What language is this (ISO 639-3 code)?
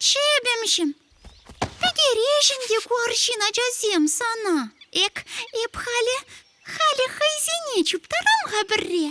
chv